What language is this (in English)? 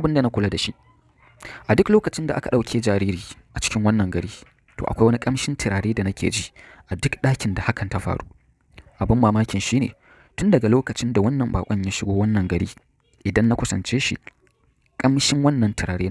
Hausa